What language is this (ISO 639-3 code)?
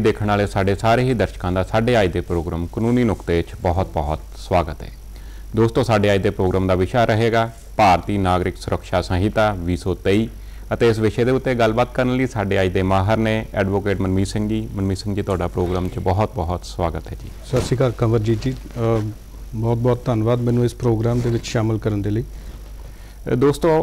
pan